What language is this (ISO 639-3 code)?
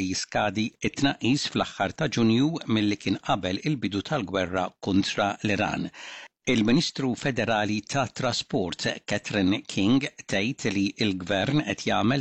mlt